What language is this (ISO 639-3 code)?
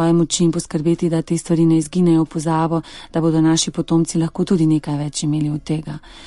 slv